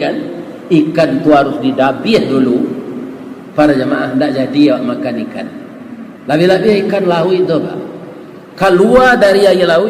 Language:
Minangkabau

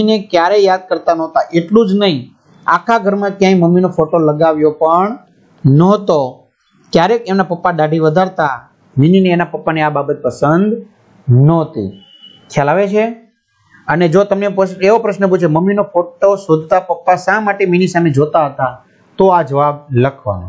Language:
Gujarati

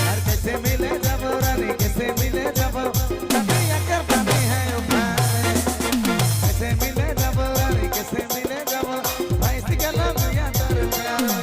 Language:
Sadri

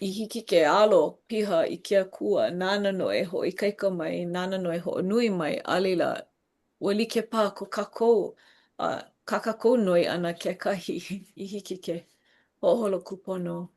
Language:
Hawaiian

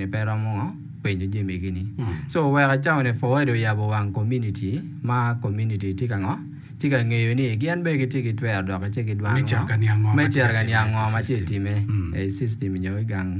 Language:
Acoli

